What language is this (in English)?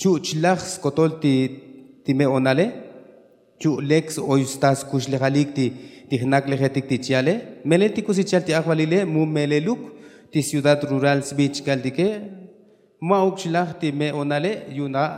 Tzotzil